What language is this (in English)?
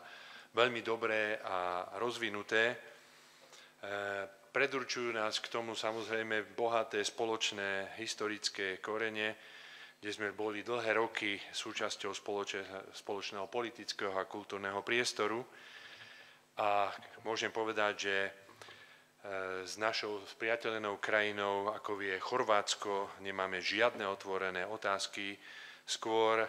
Slovak